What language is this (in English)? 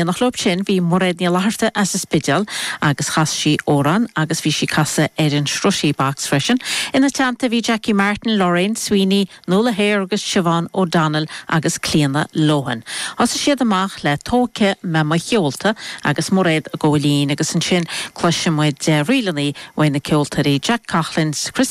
Irish